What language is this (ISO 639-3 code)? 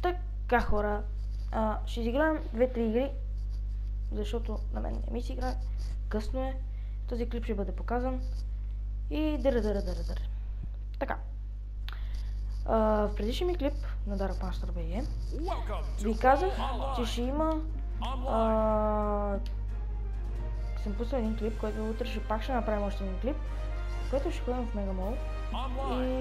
bul